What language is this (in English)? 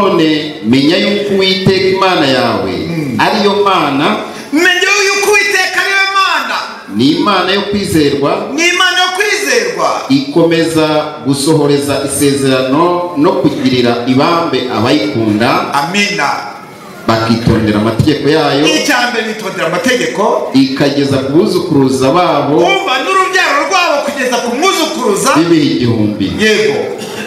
Kinyarwanda